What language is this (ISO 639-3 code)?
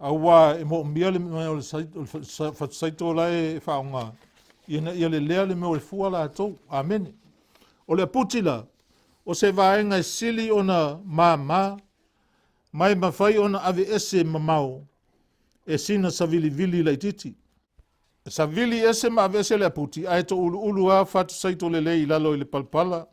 smo